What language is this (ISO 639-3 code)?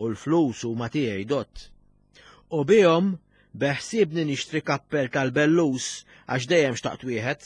mlt